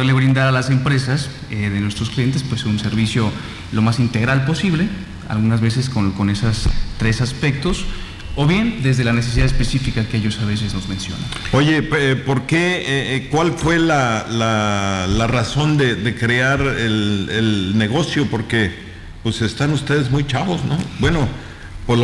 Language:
Spanish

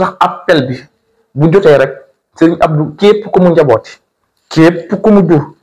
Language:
Wolof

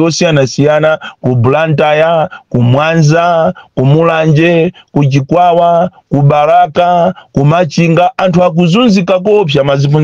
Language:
Nyanja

